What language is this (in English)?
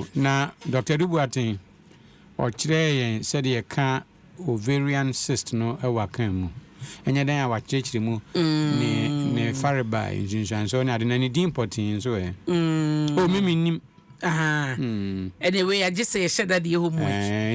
Akan